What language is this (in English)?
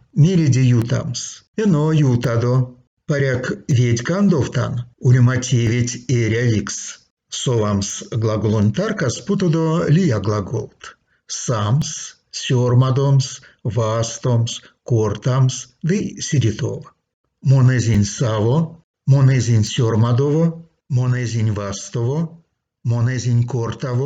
Erzya